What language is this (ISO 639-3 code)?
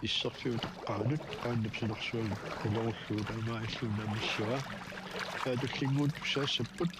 kal